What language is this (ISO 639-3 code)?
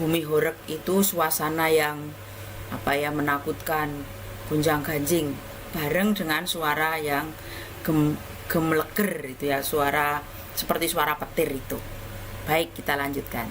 jav